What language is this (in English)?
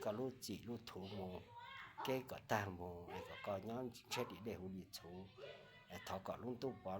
Hmong